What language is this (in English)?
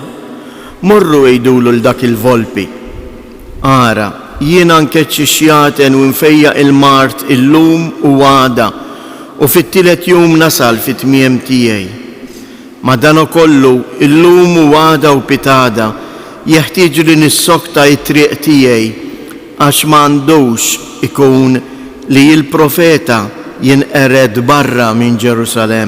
Maltese